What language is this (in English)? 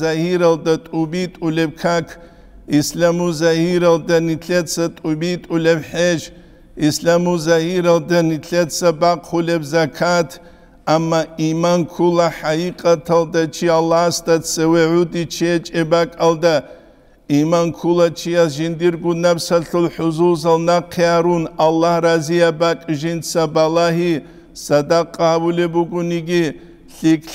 Avaric